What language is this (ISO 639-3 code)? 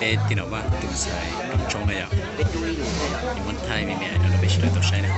hmn